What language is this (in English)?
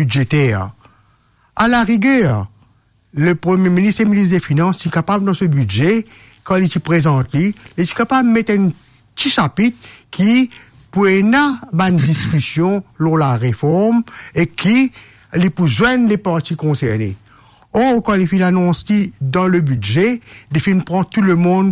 Morisyen